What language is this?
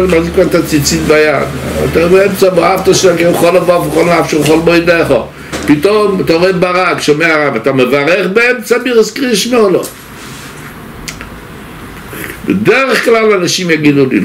Hebrew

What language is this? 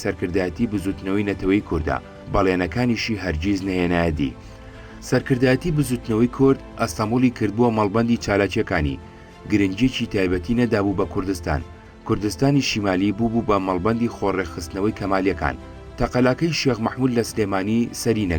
Central Kurdish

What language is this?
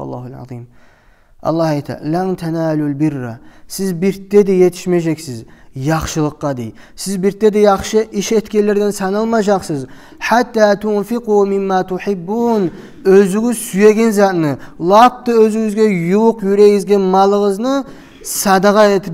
Kumyk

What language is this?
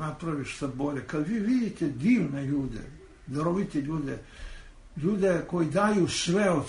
Serbian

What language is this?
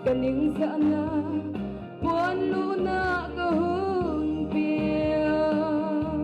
Hakha Chin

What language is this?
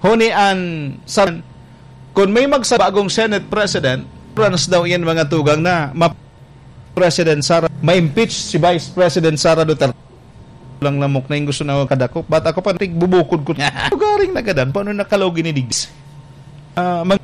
Bikol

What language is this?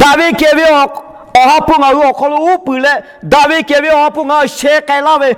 Lahu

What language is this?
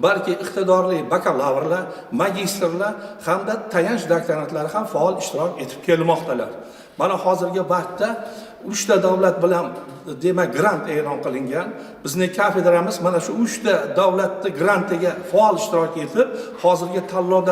Uzbek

